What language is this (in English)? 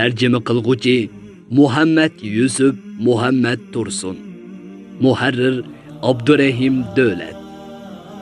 Uyghur